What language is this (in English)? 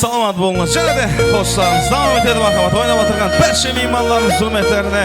Kara-Kalpak